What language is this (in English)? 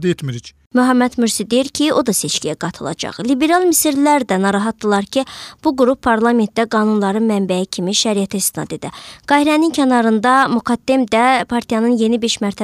Azerbaijani